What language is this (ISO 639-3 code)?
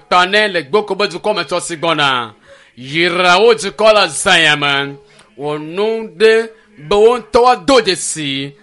ewe